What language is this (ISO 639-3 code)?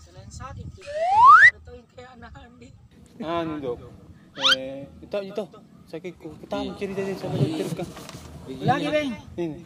mfp